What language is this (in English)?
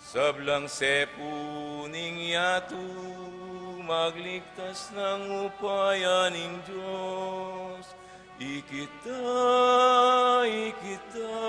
Pampanga